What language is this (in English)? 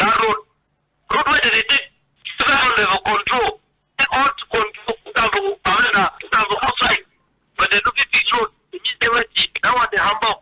Cameroon Pidgin